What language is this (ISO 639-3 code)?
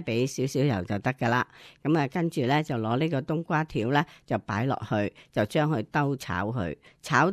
yue